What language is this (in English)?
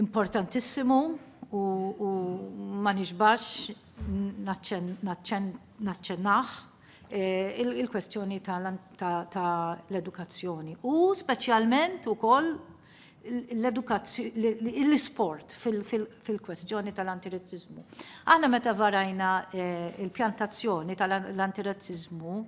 Maltese